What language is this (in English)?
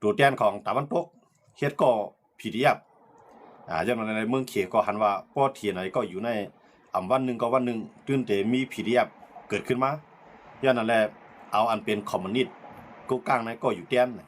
Shan